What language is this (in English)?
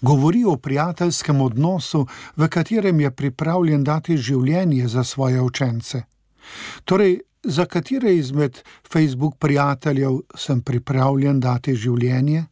Slovenian